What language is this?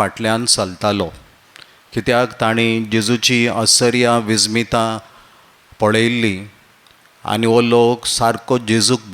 Konkani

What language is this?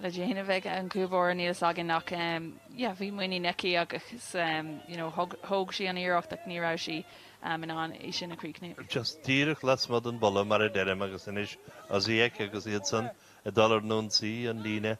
Irish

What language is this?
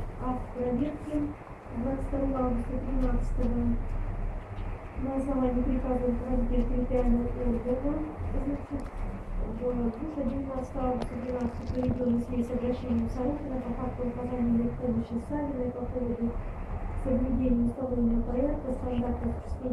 Russian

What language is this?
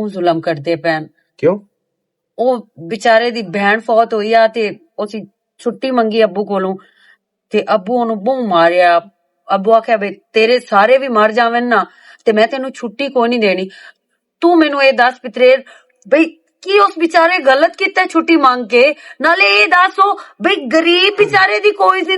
Western Panjabi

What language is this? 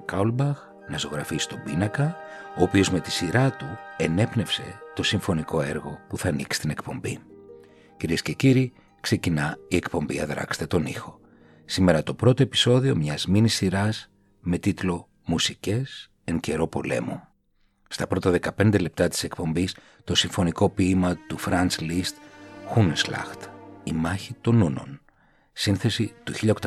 Greek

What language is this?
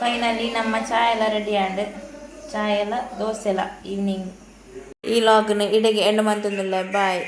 Tulu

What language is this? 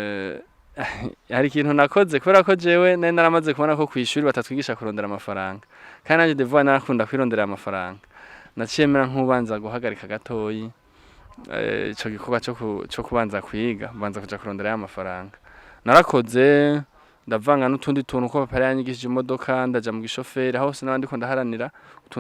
Rundi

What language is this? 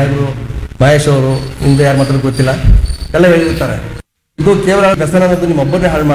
Kannada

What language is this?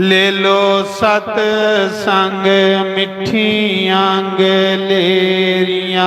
Dogri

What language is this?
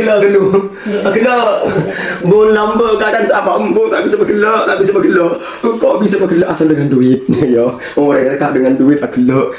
Madurese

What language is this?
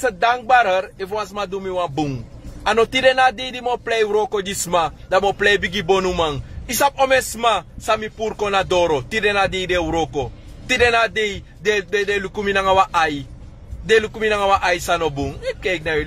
Sranan Tongo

